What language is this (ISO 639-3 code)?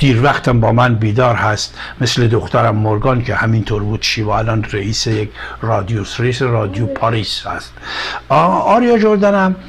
fas